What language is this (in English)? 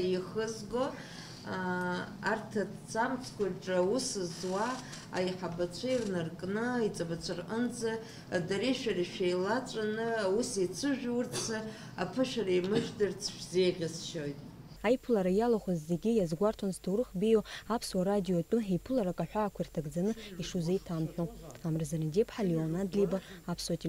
Abkhazian